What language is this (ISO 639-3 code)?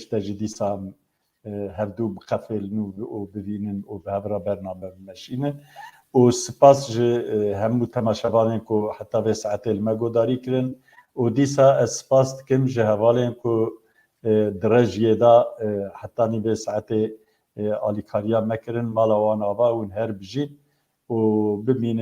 kur